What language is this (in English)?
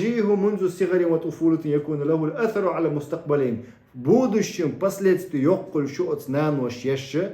Chechen